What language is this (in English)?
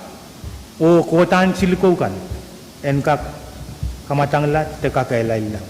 Pohnpeian